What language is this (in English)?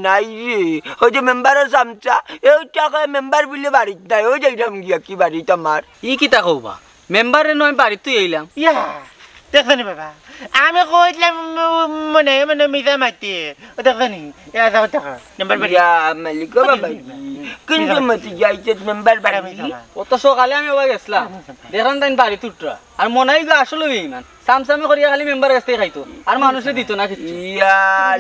Sylheti